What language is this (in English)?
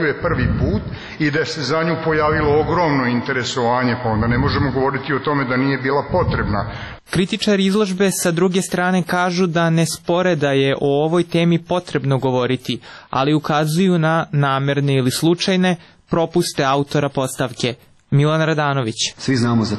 Serbian